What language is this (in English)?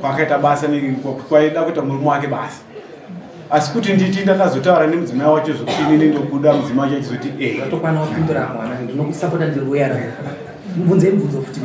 Shona